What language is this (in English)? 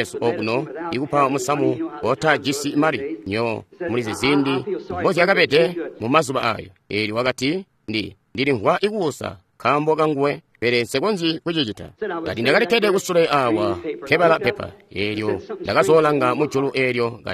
Tonga (Zambia)